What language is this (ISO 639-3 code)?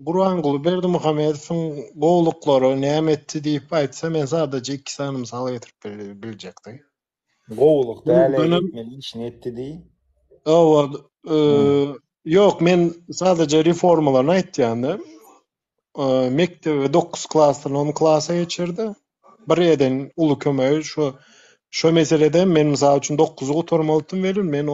tuk